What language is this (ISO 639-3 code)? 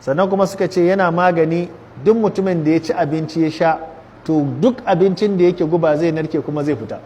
hau